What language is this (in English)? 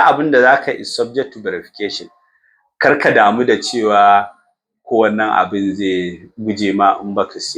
Hausa